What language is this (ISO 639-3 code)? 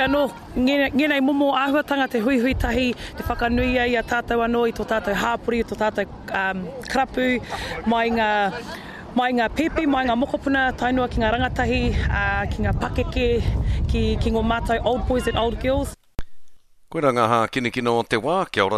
mri